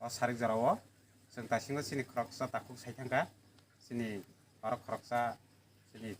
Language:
Kok Borok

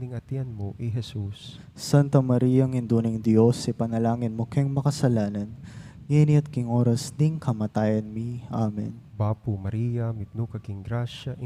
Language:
Pampanga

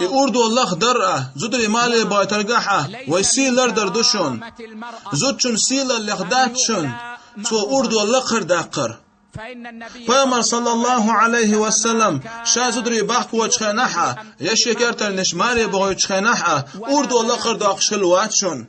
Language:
Chechen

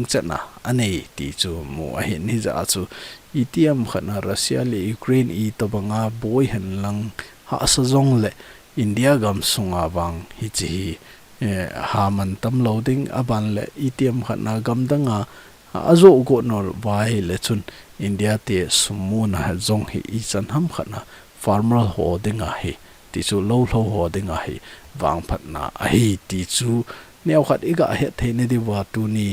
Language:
Thado Chin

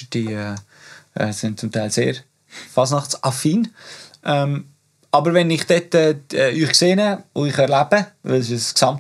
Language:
German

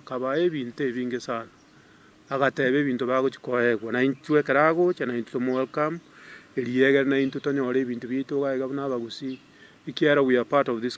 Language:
Gusii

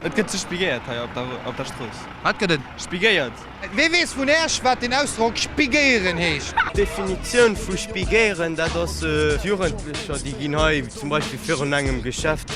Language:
Luxembourgish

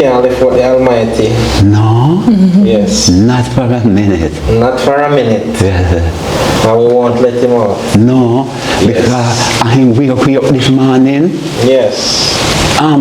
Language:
Jamaican Creole English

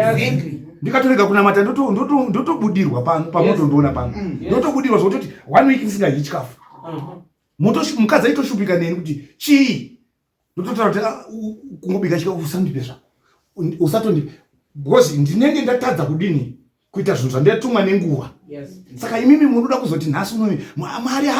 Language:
Shona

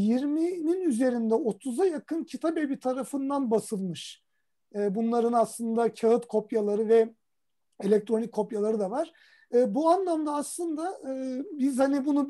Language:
Turkish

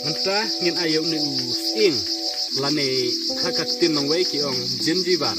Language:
Khasi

